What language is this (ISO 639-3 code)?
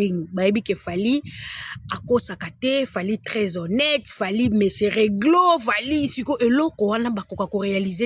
lin